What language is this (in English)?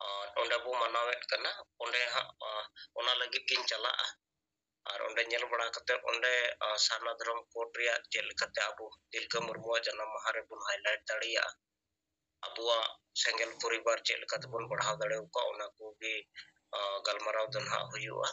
Santali